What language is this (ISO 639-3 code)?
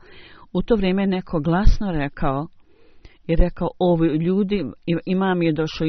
bos